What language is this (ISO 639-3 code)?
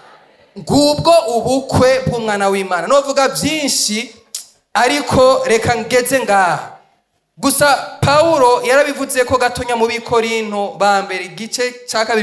run